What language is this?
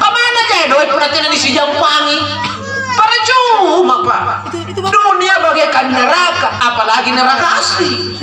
Makasar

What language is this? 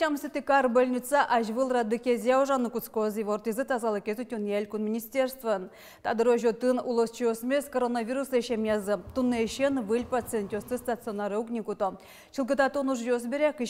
Udmurt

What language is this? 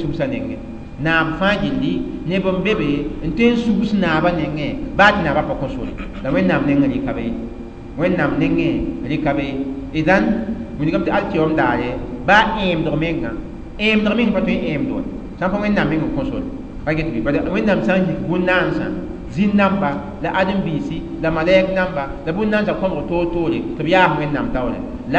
Mossi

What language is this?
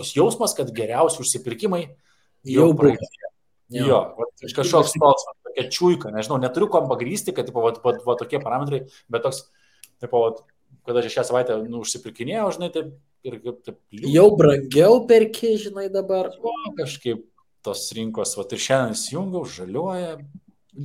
Lithuanian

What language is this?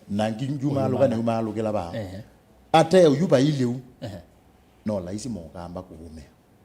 Kamba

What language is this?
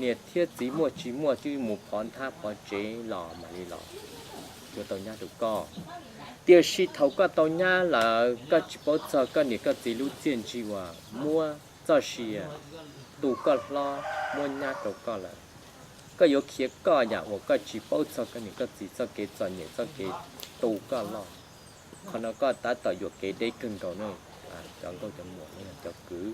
Hmong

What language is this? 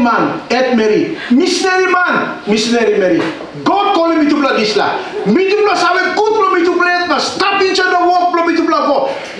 Tok Pisin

